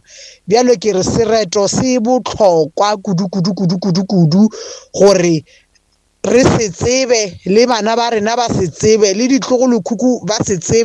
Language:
Northern Sotho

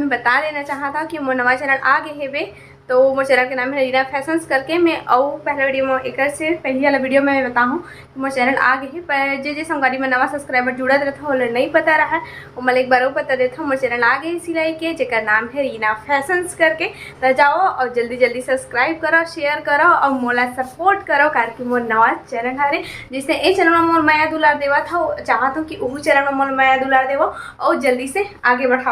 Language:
Chhattisgarhi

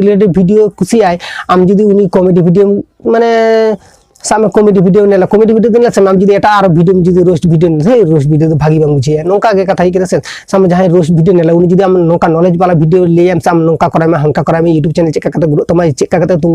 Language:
Santali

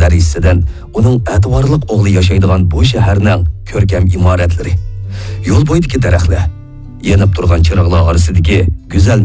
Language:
Uyghur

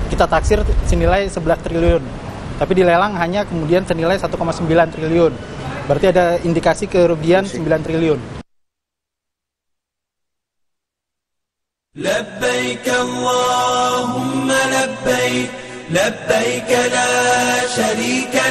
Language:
Indonesian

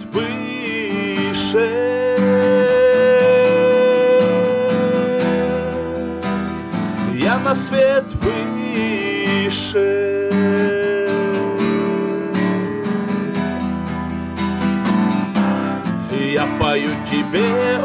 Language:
Finnish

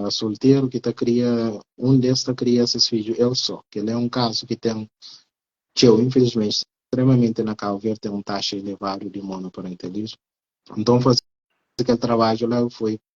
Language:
Kabuverdianu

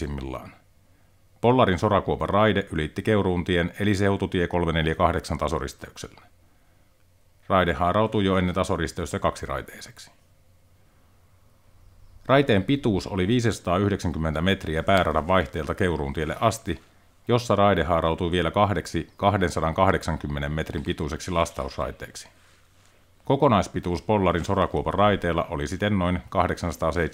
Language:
Finnish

